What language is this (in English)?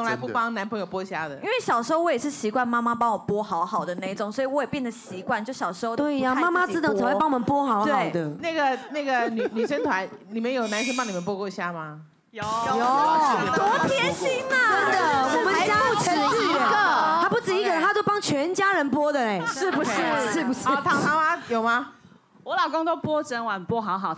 Chinese